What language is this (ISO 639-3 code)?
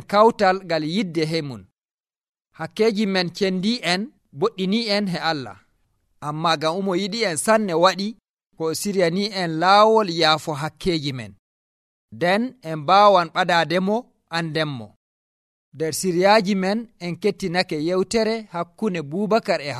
fuv